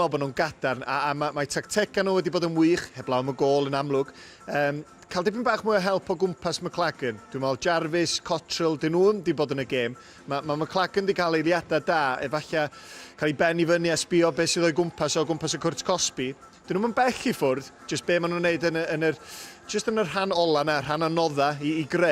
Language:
Welsh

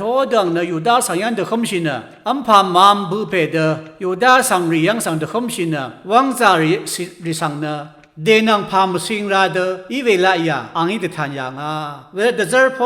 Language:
Rawang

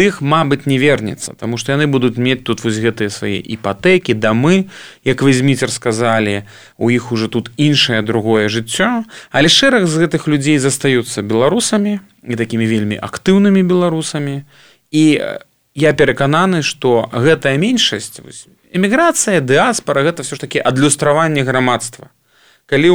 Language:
Belarusian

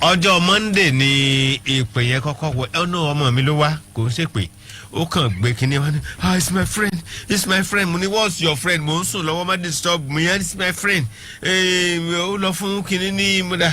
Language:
Yoruba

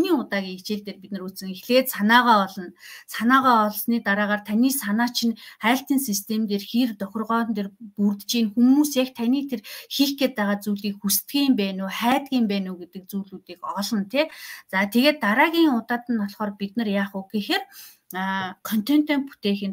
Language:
Mongolian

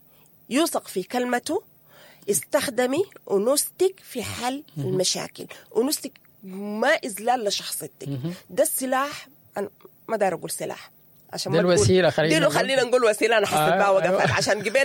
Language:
Sudanese Arabic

